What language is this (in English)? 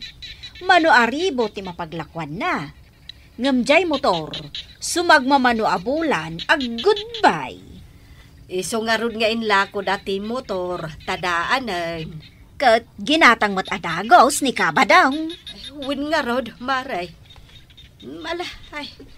Iloko